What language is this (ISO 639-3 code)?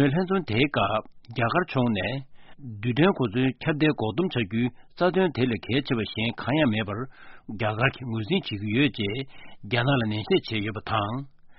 kor